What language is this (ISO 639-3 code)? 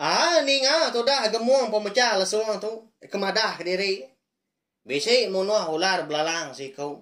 iba